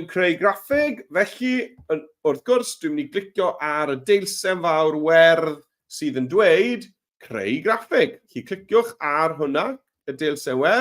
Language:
Welsh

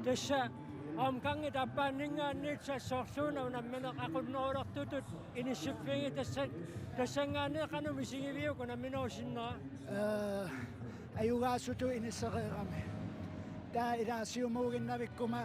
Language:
Kalaallisut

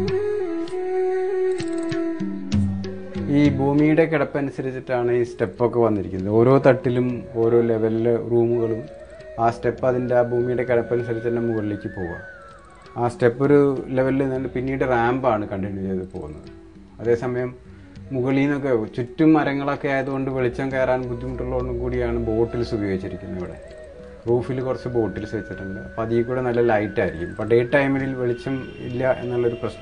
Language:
Malayalam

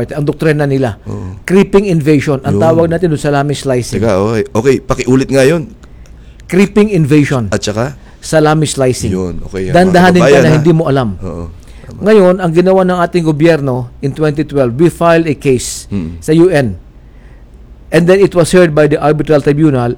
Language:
Filipino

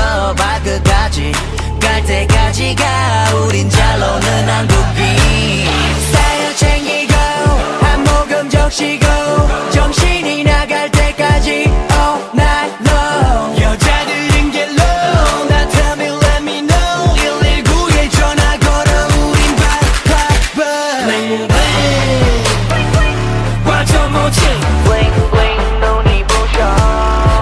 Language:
Korean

